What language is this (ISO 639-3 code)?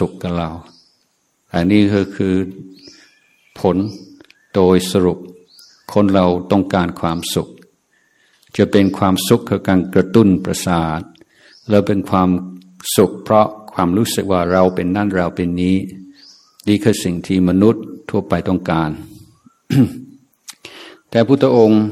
tha